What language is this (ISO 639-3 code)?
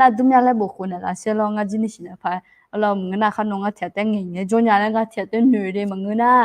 ahk